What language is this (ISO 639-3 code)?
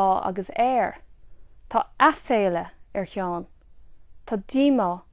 gle